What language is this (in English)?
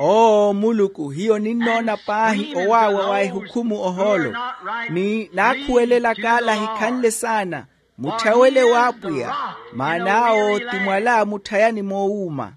Makhuwa